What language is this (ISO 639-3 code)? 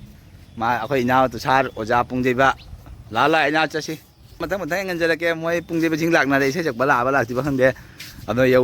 mni